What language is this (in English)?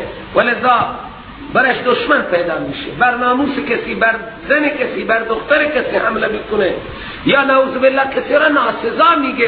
Persian